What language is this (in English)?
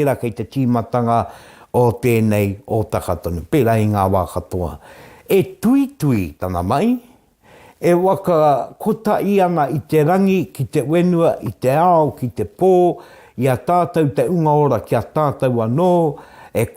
Māori